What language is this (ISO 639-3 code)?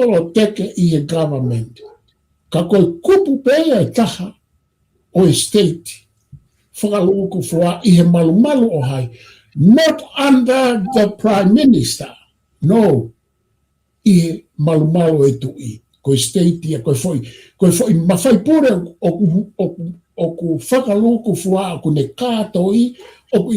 ton